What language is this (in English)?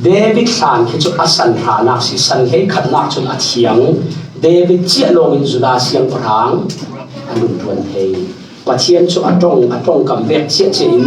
Falam Chin